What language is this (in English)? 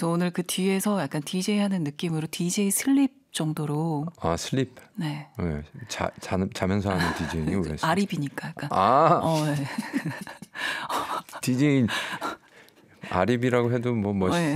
Korean